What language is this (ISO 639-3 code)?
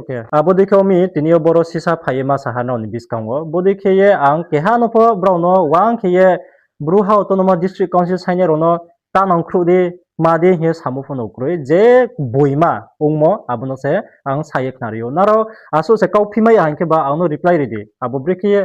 ria